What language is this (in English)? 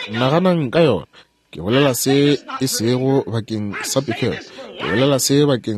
Northern Sotho